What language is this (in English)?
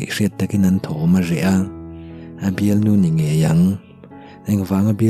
Mizo